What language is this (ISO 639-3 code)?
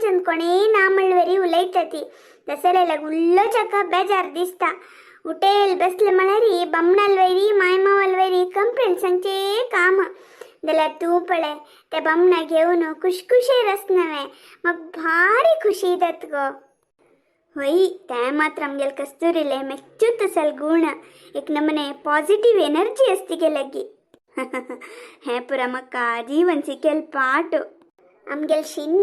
kok